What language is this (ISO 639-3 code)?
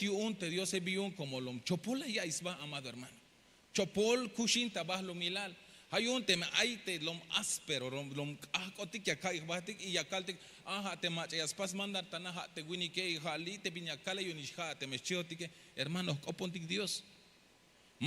tzh